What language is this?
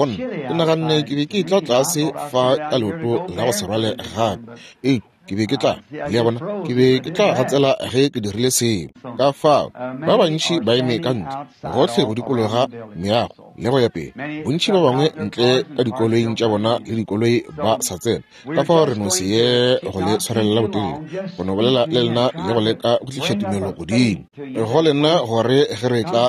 Northern Sotho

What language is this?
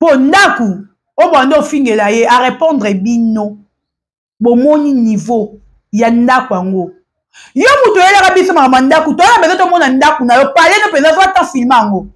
Lingala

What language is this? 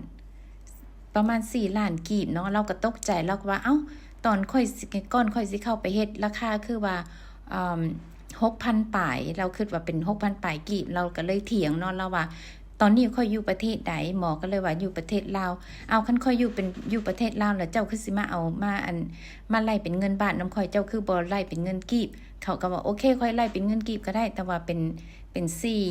Lao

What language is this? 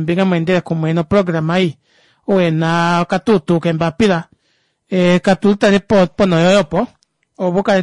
Kuanyama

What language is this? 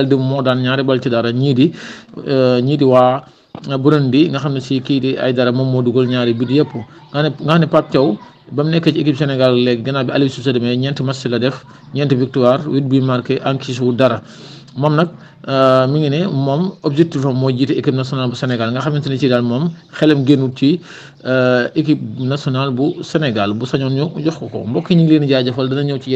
Wolof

